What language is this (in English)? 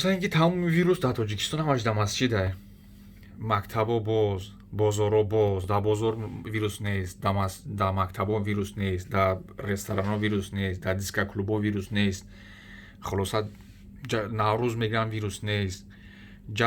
Tajik